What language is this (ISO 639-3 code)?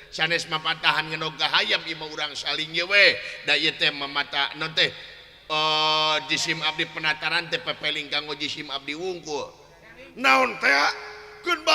sun